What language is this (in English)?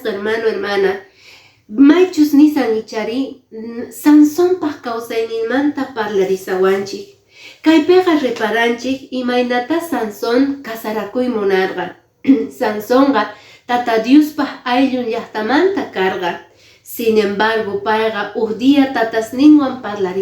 Quechua